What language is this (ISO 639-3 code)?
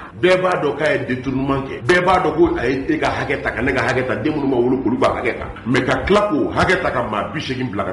bam